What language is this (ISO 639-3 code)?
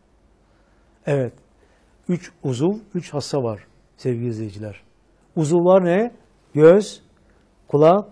tur